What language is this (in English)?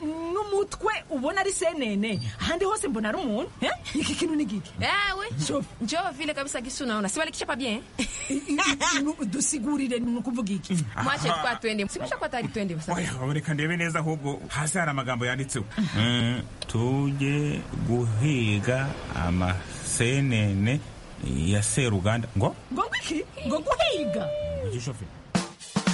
Kinyarwanda